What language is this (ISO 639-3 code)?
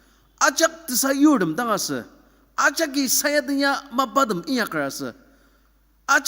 njo